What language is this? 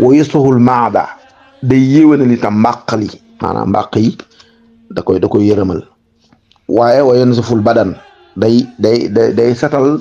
Wolof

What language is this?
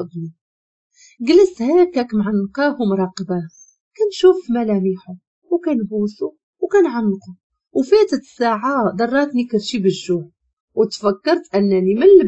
Moroccan Arabic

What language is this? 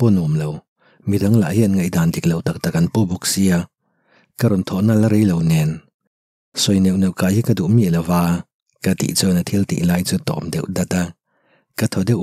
Mizo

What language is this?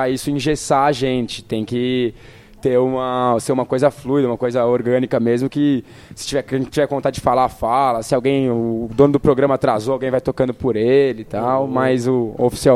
Portuguese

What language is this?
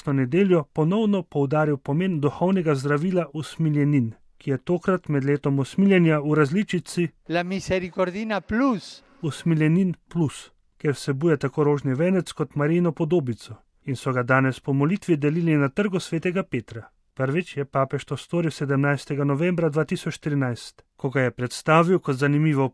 Slovenian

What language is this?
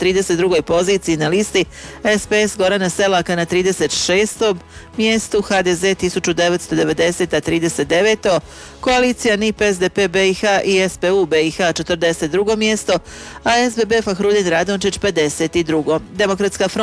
Bosnian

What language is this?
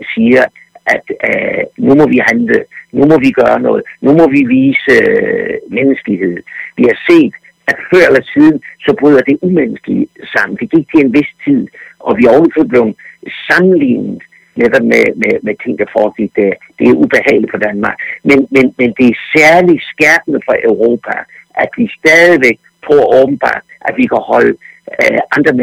Danish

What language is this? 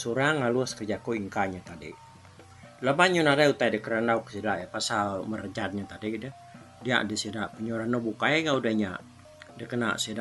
Iban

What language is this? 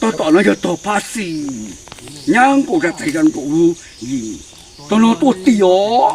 Hmong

